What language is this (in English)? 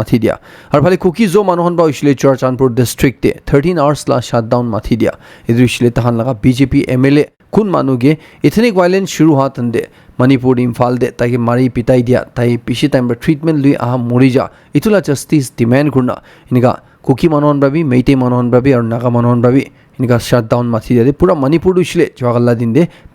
Naga Pidgin